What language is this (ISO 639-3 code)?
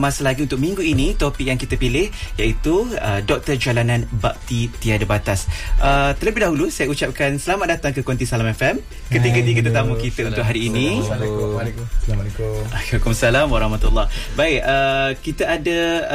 msa